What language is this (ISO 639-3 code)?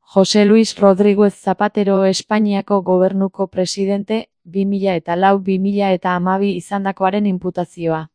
eus